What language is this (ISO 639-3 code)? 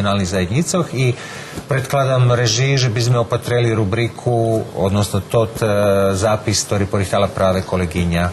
rue